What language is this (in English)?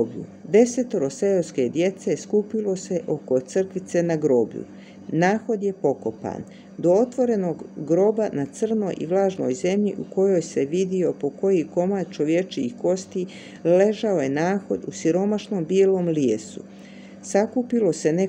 Croatian